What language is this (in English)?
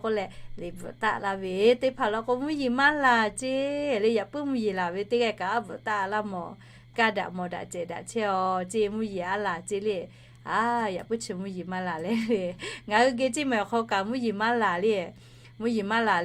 Lahu